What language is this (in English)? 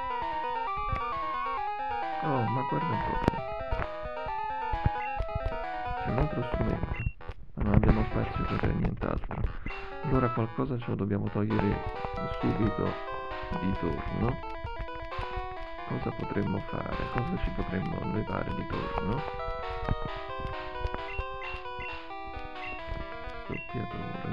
Italian